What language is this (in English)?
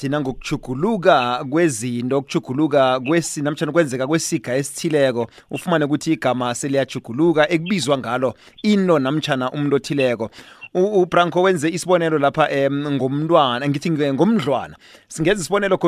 South Ndebele